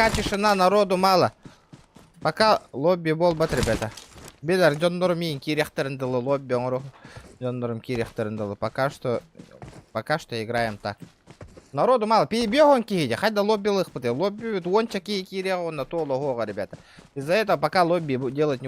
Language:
Yakut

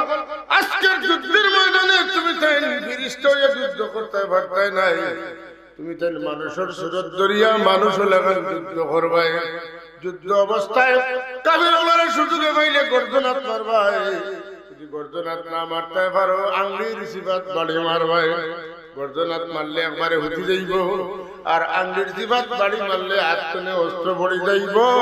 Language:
Sylheti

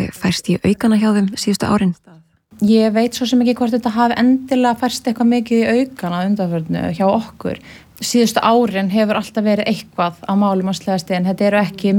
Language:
Icelandic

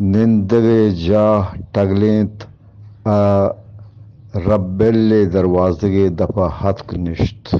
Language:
Eastern Balochi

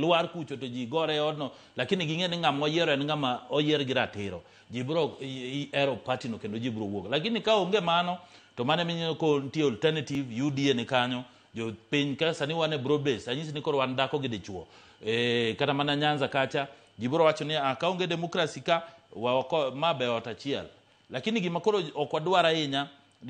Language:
Luo (Kenya and Tanzania)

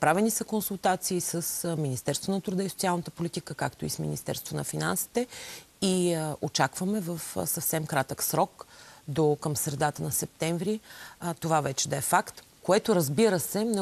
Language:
Bulgarian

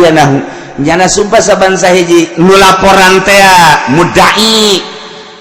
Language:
Sundanese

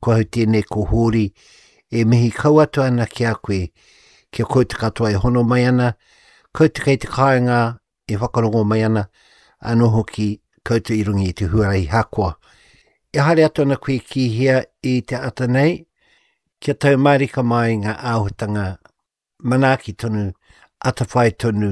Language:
Māori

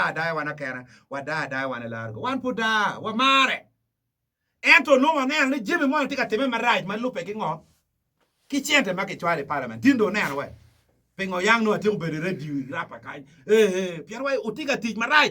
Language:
Acoli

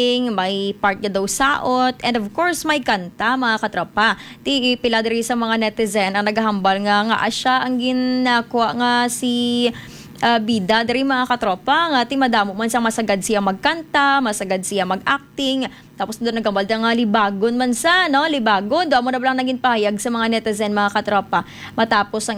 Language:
Hiligaynon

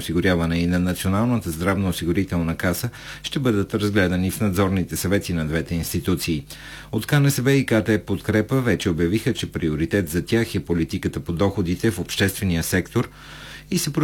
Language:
Bulgarian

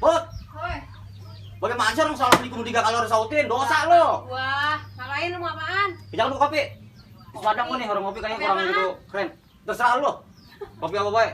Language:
Betawi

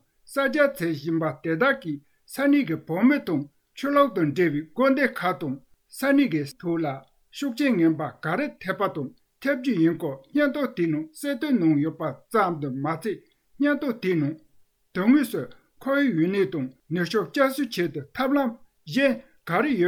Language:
Tibetan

